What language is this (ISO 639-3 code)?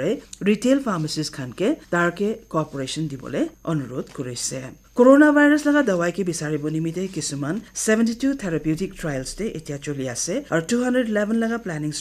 nag